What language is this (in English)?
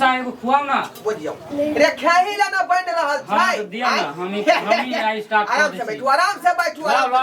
Maithili